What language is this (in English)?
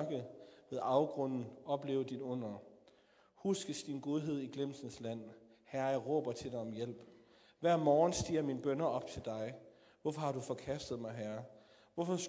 Danish